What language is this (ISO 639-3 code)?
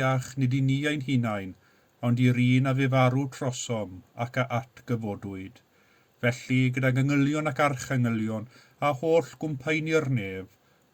cym